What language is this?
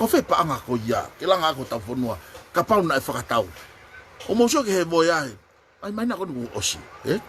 Tongan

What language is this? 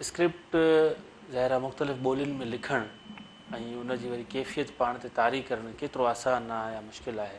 Sindhi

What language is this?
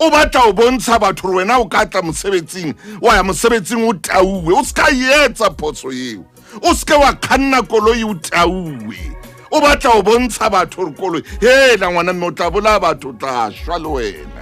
Southern Sotho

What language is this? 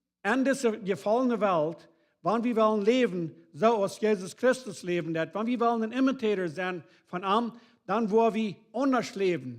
Plautdietsch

